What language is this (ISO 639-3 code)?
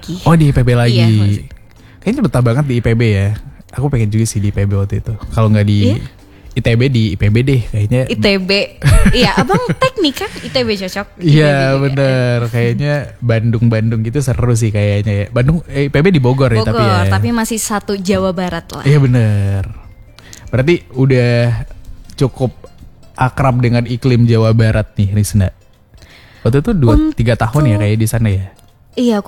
ind